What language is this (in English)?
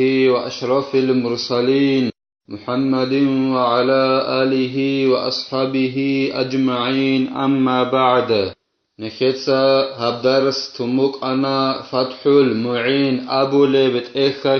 Avaric